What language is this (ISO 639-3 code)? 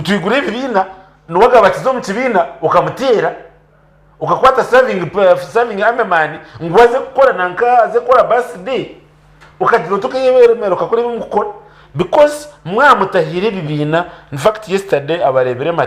nyn